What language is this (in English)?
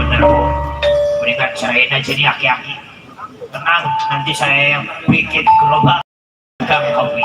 Betawi